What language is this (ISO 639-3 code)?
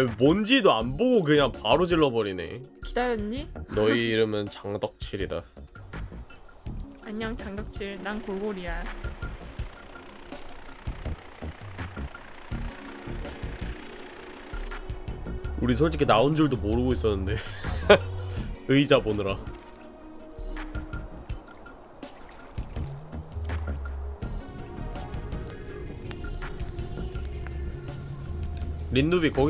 kor